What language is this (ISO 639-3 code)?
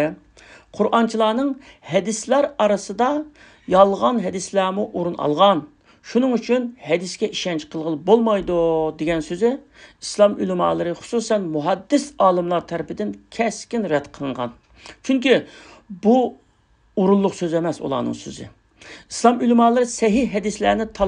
uig